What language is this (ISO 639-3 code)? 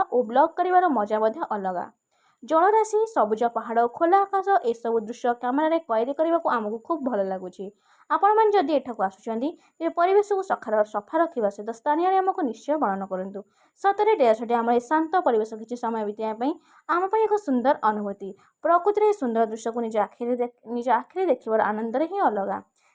ori